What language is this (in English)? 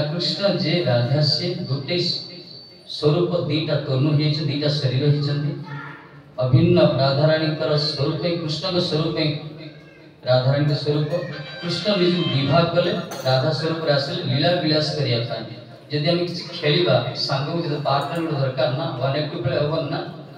Odia